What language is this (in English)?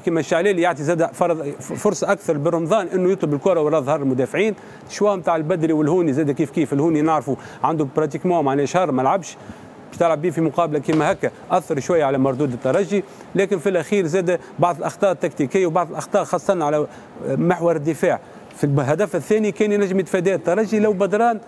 Tunisian Arabic